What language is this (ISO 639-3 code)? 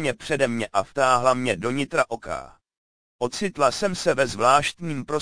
ces